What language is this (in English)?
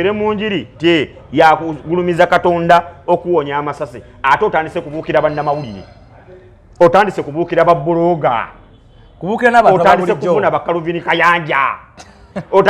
Ganda